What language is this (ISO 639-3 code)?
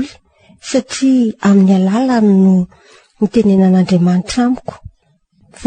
mlg